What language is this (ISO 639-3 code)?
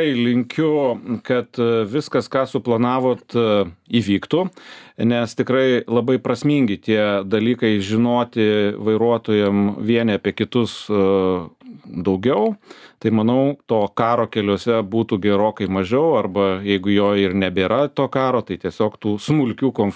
lit